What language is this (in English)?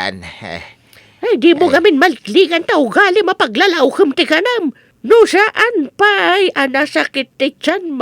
Iloko